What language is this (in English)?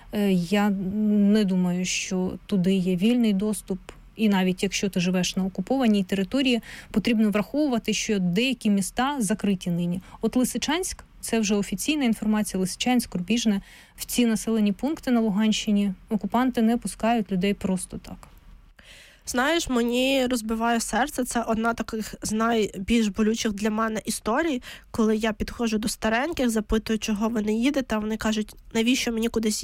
Ukrainian